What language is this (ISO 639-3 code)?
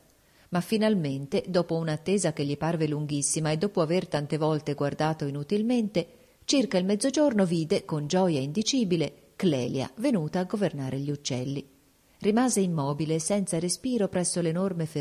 ita